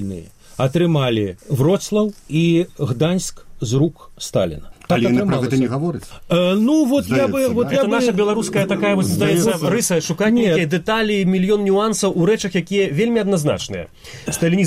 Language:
Belarusian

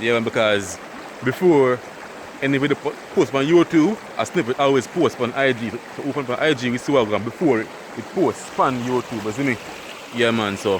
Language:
Jamaican Creole English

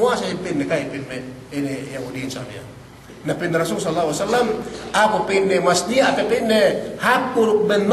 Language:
Yakan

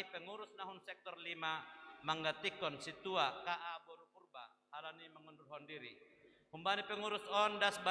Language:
Batak Simalungun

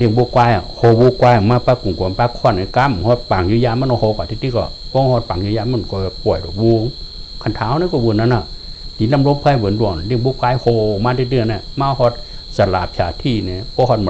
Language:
Shan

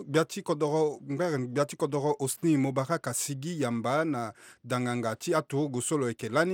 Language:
Sango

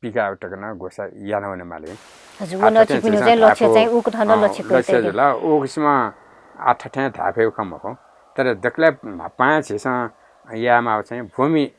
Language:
Newari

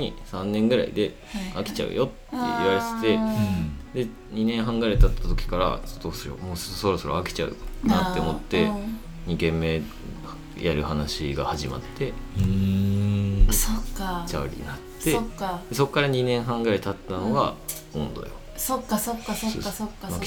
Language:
Japanese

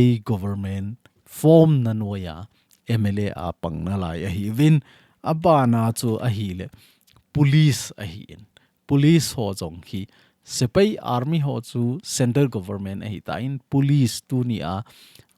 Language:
Thado Chin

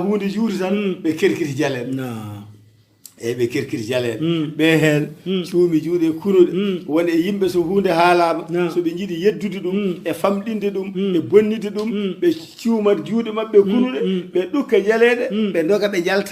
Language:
Fula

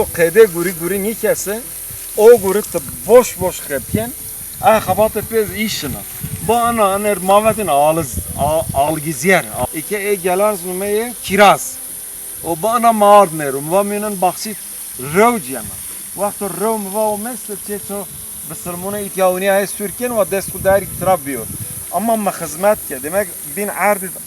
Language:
Zaza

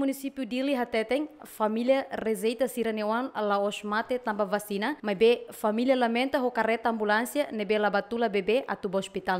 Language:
Tetum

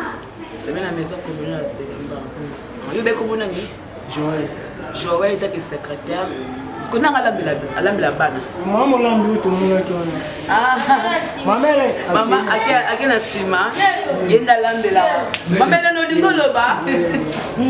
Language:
Lingala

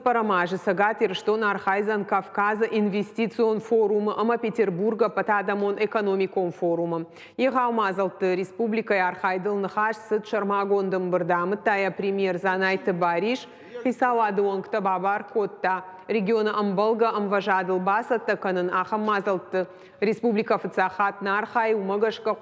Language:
Ossetic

